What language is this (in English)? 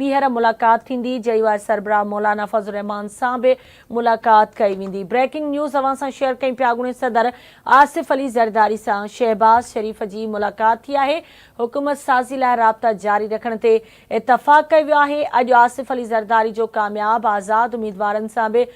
Sindhi